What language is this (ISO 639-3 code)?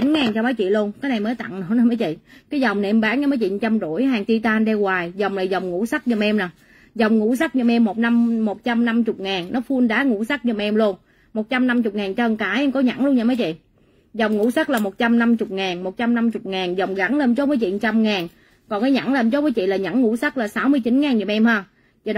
vie